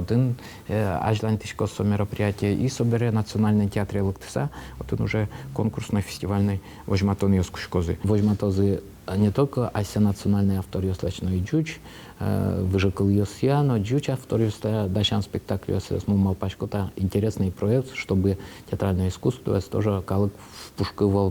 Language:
Udmurt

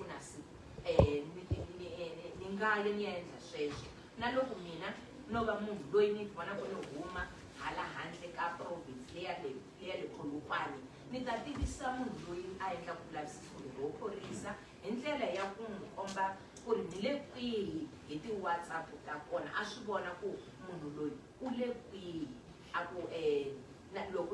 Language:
Tsonga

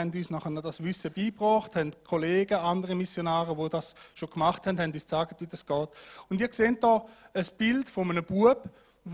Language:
Swiss German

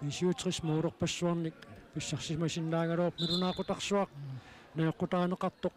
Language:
Kalaallisut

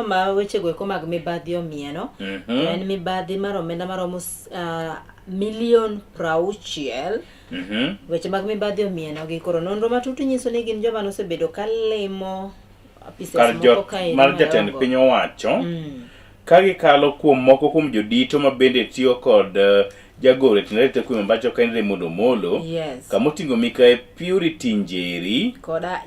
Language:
Luo (Kenya and Tanzania)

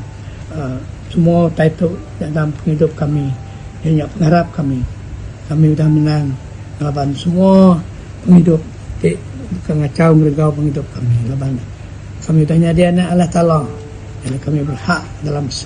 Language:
Iban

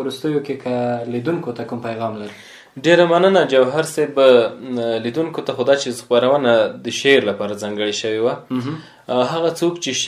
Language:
Pashto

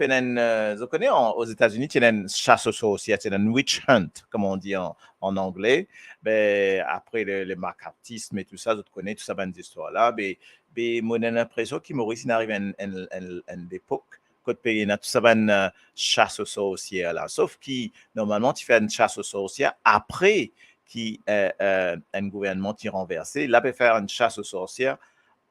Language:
Morisyen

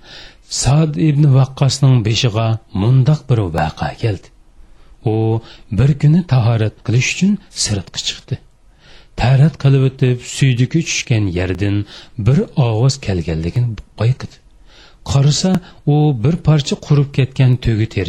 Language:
Uyghur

